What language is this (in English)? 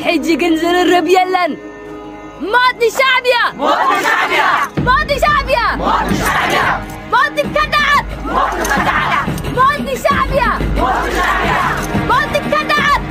Tigrinya